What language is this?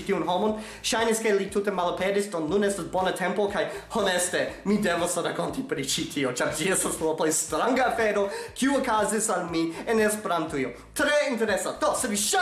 Esperanto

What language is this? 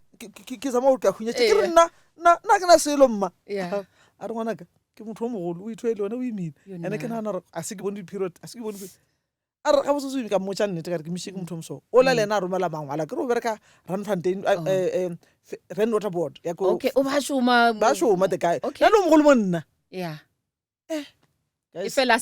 Northern Sotho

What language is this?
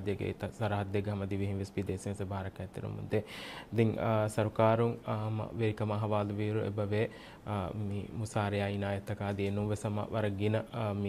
Divehi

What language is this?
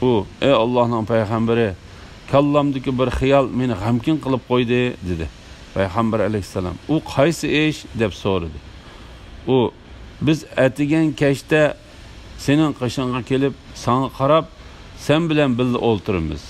Uyghur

